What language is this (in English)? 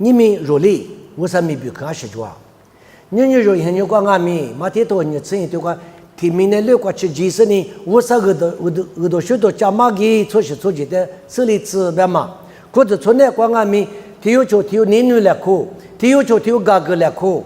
Lisu